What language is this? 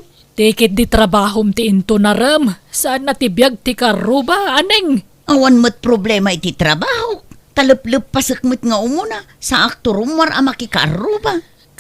Iloko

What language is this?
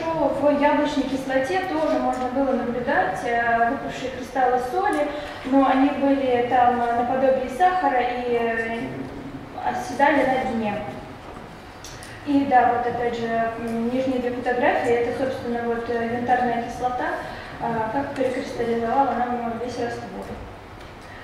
Russian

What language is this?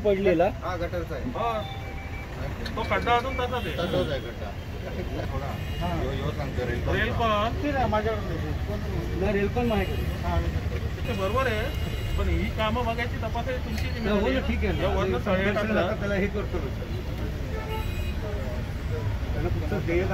Marathi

